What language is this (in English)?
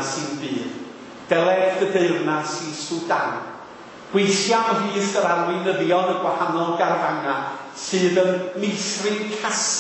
Welsh